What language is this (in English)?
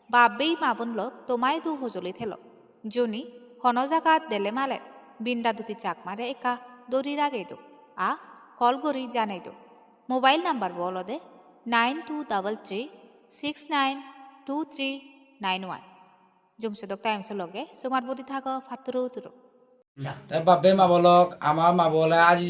Chakma